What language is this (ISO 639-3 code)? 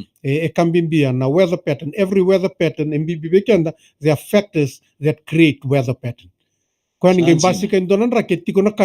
fij